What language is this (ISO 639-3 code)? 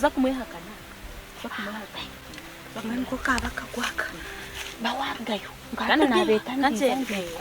nyn